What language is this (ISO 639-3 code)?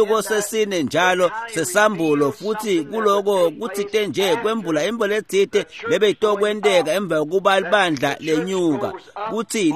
ssw